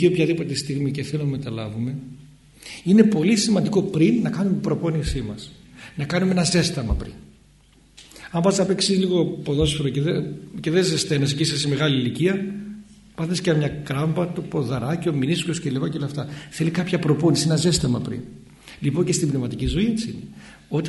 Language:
Greek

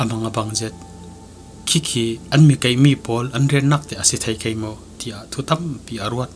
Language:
Falam Chin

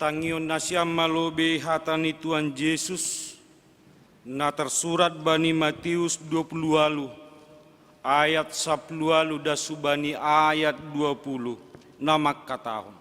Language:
Batak Simalungun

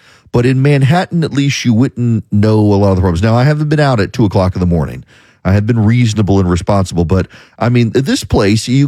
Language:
English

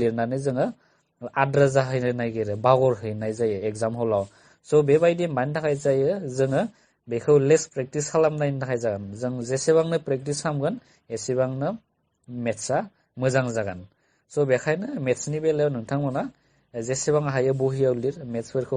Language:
Bodo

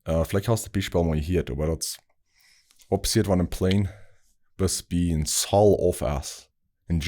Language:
Plautdietsch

